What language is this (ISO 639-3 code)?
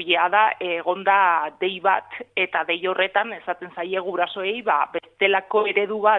eus